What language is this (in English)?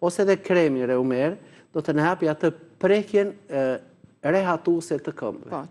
Albanian